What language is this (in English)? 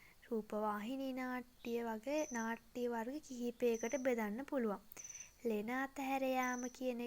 Sinhala